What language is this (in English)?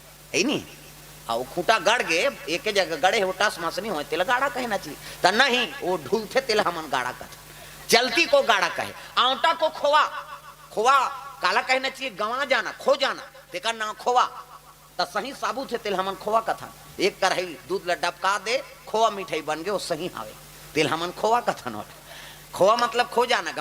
Chhattisgarhi